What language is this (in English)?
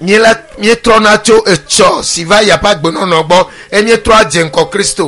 Ewe